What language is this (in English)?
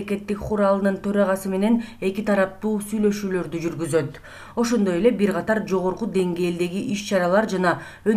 Kyrgyz